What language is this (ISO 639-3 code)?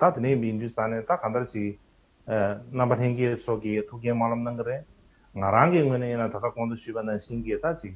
bod